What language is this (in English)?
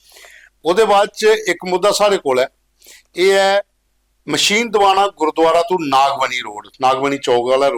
Dogri